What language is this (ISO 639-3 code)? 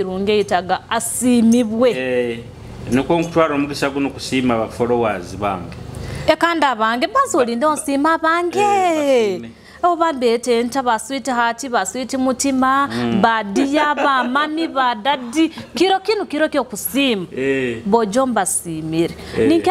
nyo